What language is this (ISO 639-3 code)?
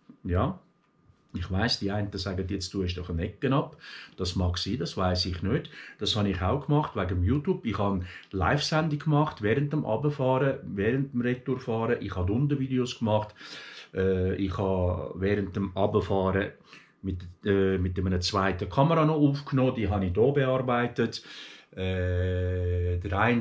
gsw